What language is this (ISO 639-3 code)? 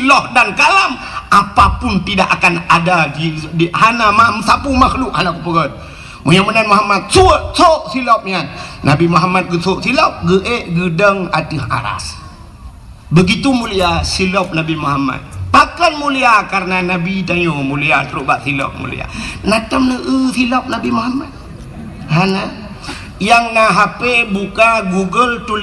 ace